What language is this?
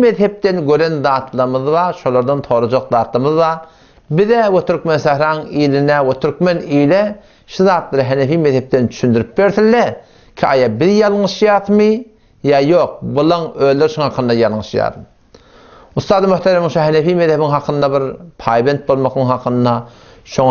Turkmen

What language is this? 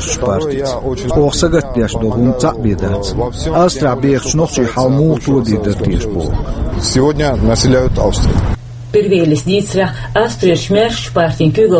Chechen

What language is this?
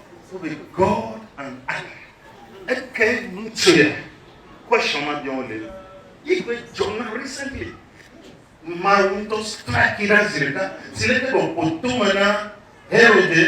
Ewe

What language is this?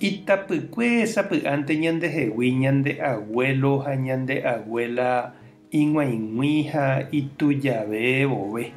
Guarani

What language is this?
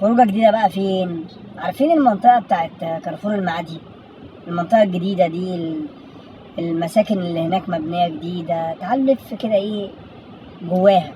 Egyptian Arabic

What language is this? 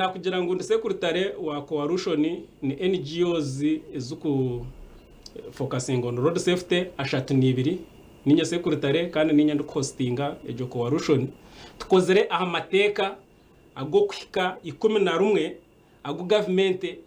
Nyankole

